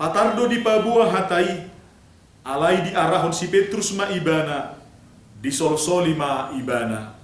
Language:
Batak Toba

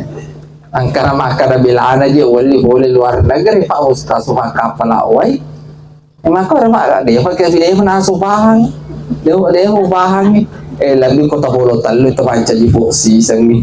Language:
Buginese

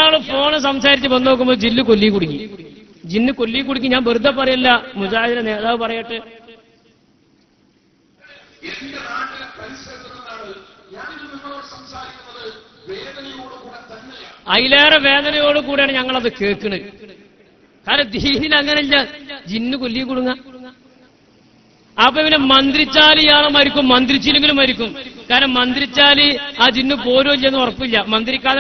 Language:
Malayalam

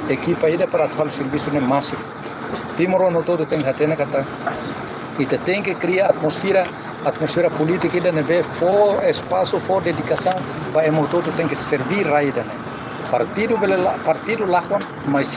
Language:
Tetum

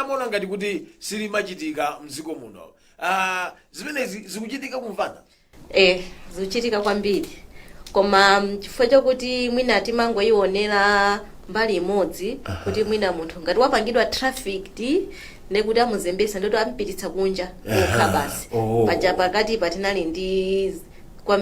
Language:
Nyanja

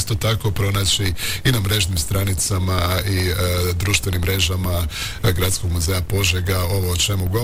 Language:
Croatian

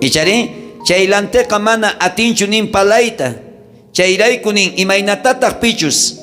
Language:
South Bolivian Quechua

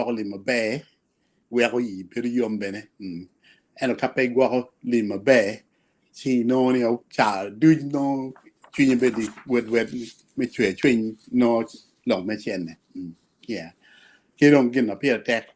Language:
Acoli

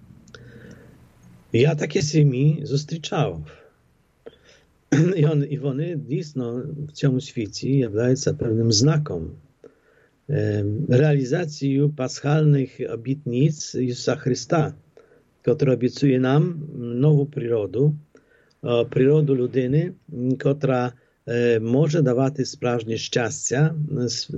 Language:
Polish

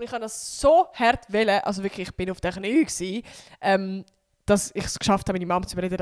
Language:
Swiss German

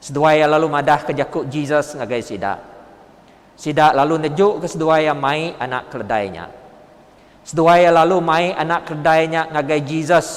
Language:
Iban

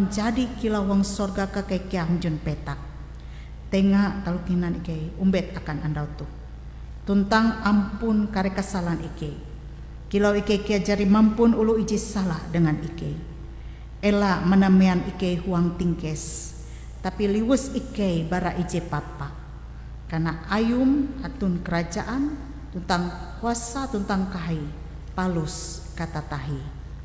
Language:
Ngaju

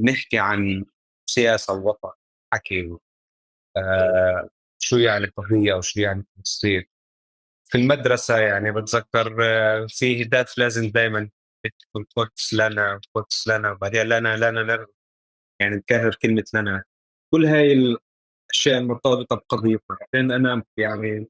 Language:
North Levantine Arabic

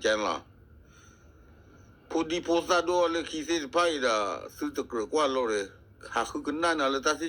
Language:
S'gaw Karen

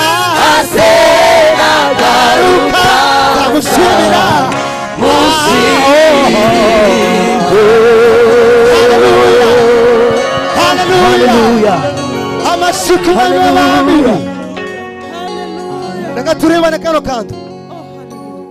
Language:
Kinyarwanda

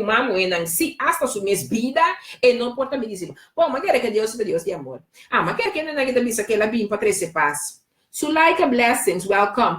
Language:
Papiamento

